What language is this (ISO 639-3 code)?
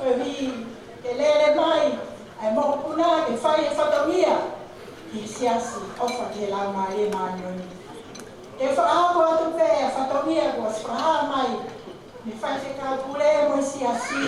ton